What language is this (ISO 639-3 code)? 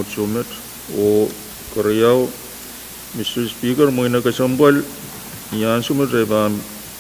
pon